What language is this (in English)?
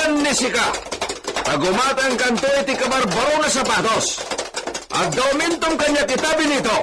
Iloko